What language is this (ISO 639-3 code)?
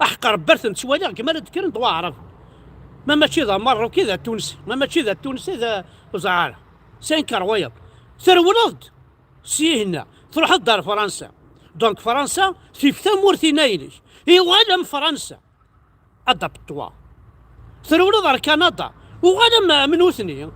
kab